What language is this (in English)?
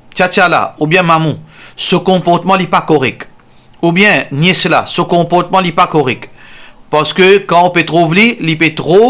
Morisyen